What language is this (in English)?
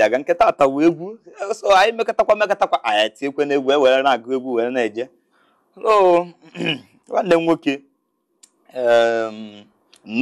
Igbo